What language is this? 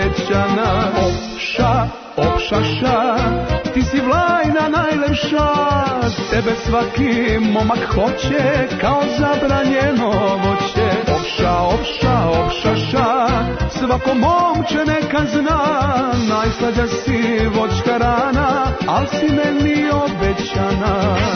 Serbian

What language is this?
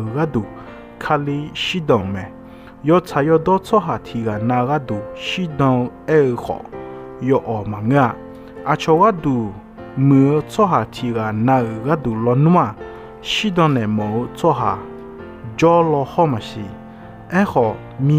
Akha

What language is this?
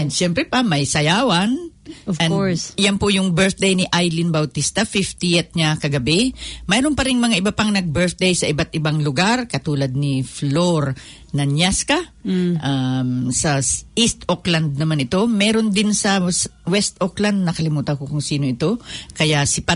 Filipino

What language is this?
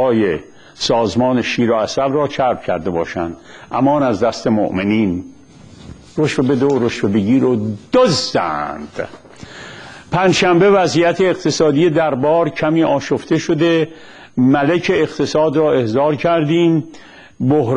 Persian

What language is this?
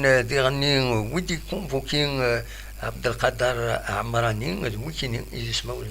Kabyle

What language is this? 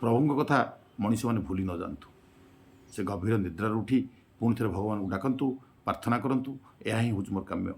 Odia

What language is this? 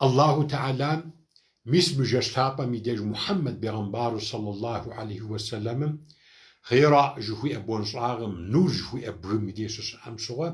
Kabardian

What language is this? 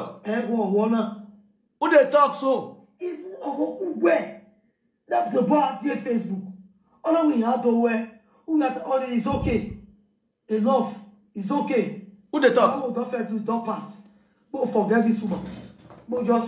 Nigerian Pidgin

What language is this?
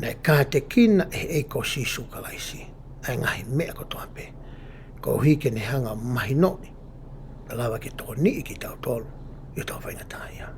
Tongan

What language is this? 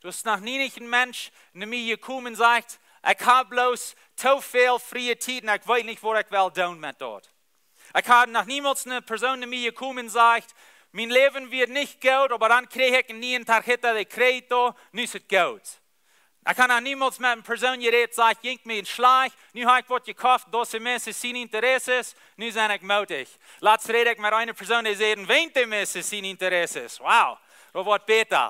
Plautdietsch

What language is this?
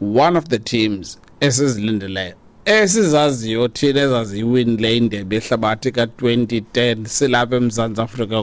Xhosa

